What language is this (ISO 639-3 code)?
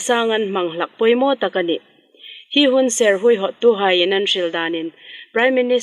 hmr